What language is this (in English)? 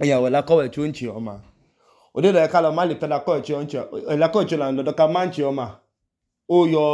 Idoma